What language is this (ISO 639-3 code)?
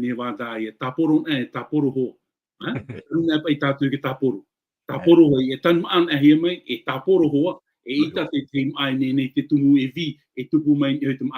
tah